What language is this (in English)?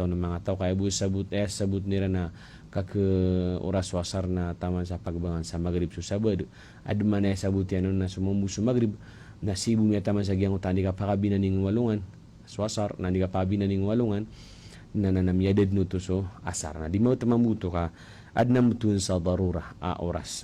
Maranao